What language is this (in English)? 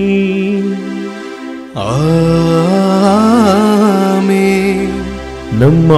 Tamil